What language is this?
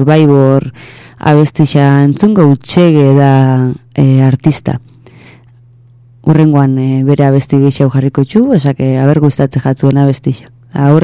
Basque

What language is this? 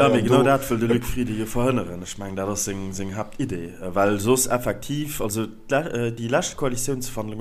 Luxembourgish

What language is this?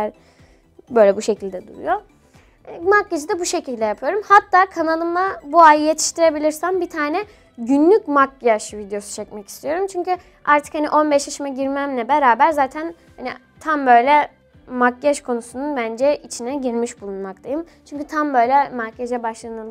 Turkish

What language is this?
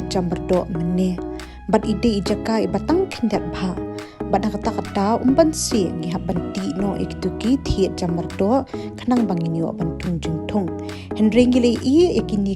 Khasi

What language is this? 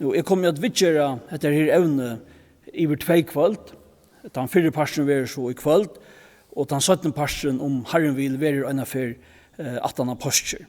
Faroese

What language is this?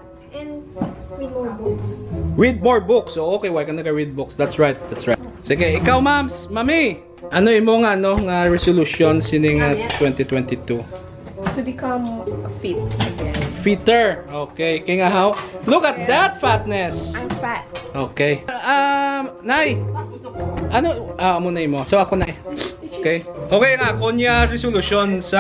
Hiligaynon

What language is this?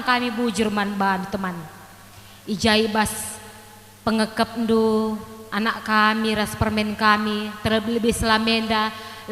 Batak Karo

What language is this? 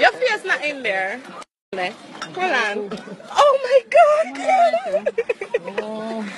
Jamaican Creole English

